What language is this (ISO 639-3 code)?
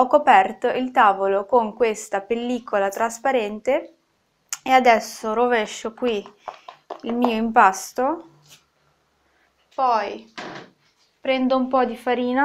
ita